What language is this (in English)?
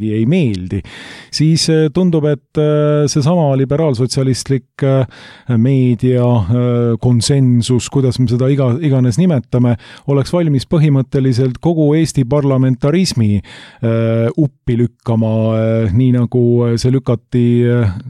Estonian